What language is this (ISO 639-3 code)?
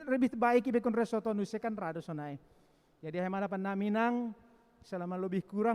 bts